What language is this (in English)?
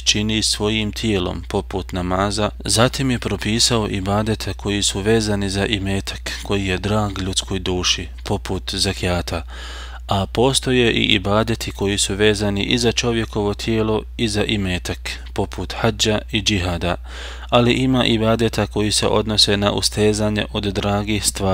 Bosnian